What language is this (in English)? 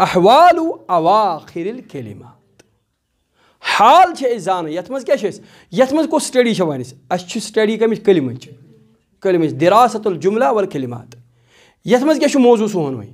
Kashmiri